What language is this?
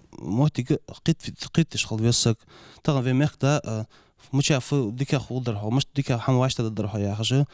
Ingush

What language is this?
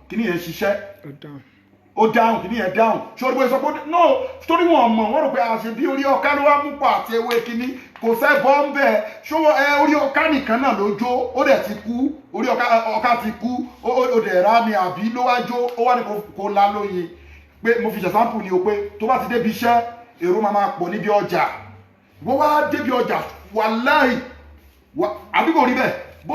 Yoruba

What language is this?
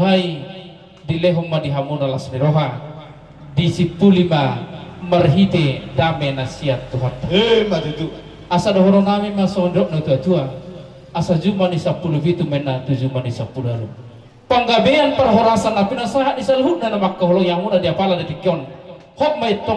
Batak Toba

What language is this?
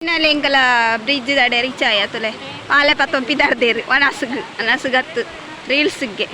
Tulu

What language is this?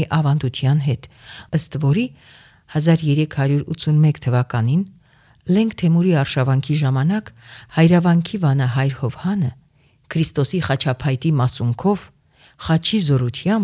Armenian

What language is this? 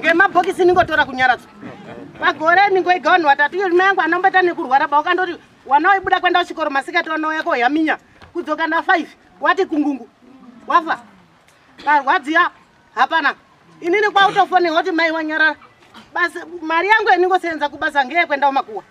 Shona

